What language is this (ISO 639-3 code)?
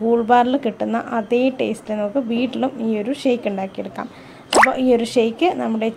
mal